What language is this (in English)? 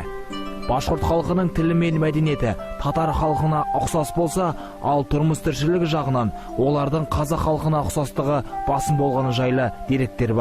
Bashkir